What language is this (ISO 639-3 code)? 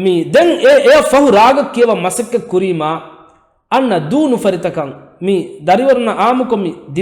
div